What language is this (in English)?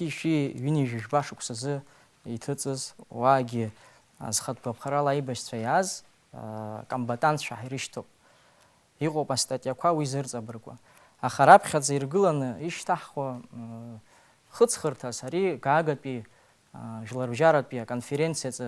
Abkhazian